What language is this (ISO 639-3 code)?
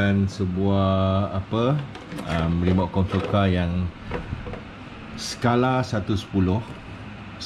msa